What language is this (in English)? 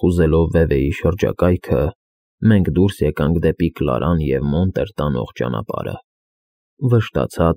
Armenian